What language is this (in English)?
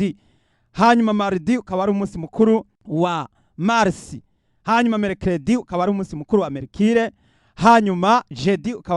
Rundi